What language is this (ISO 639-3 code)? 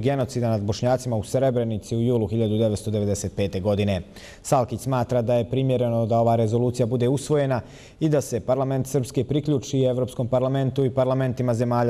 bos